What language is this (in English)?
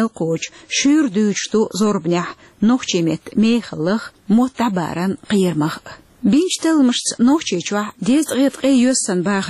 Chechen